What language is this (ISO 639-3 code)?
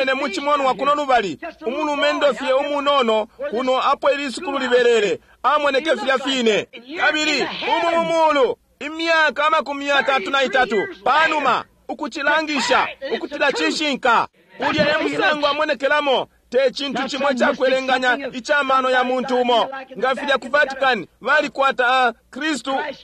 bem